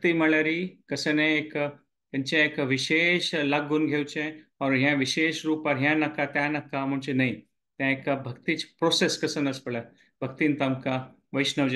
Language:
Konkani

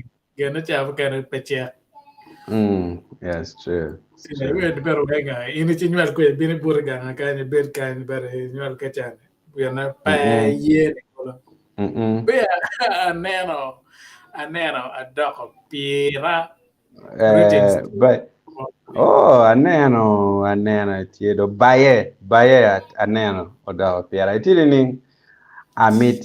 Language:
Acoli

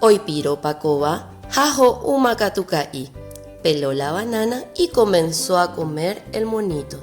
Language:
Guarani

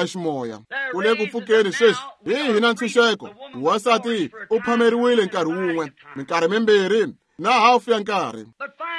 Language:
Tsonga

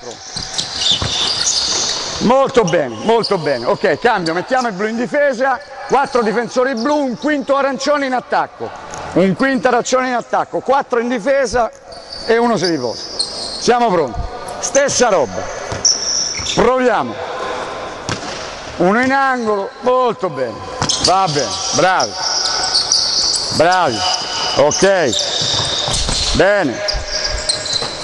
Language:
Italian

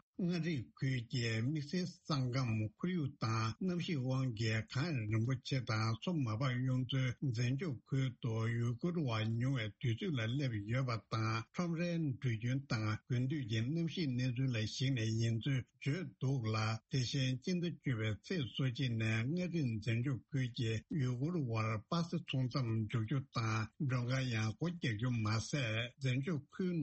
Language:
Tibetan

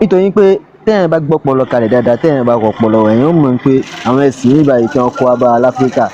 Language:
Yoruba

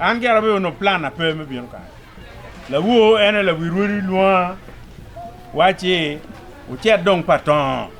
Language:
Acoli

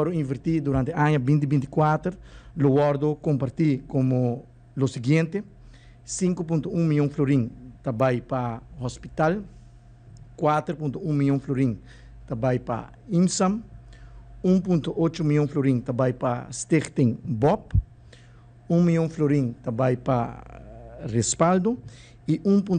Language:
Papiamento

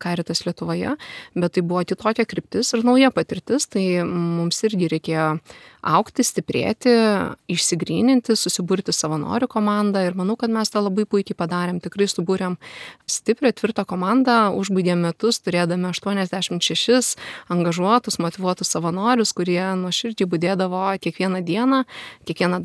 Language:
Lithuanian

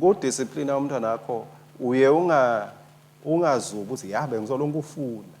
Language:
Swati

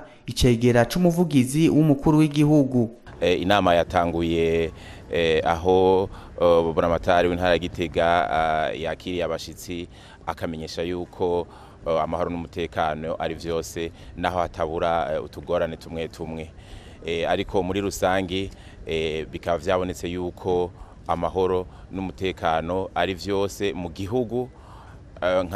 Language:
Rundi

